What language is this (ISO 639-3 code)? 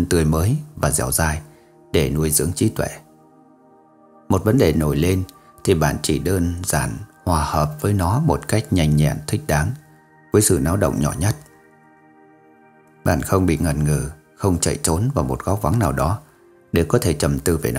vie